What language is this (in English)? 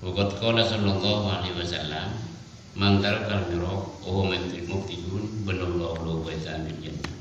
Madurese